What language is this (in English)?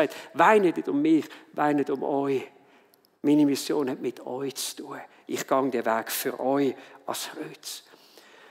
Swiss German